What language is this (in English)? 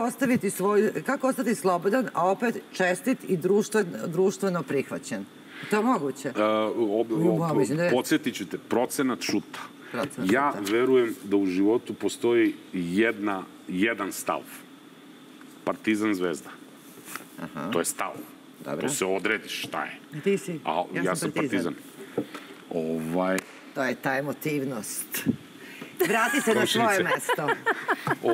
Serbian